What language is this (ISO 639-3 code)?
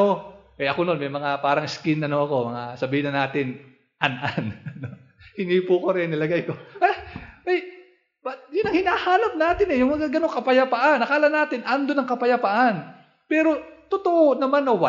fil